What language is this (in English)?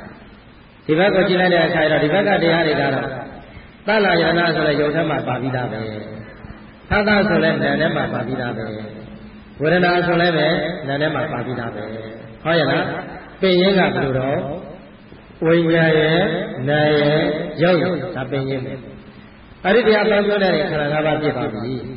Burmese